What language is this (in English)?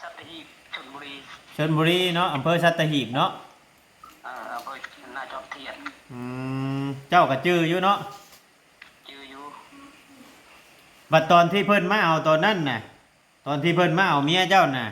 Lao